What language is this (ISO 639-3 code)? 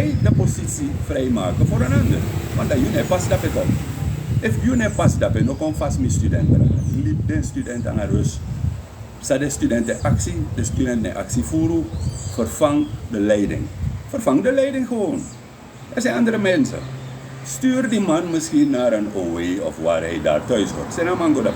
srn